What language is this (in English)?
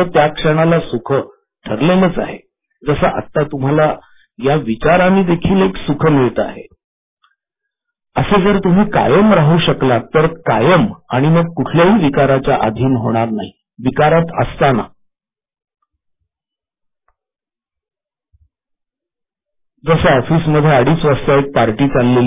Marathi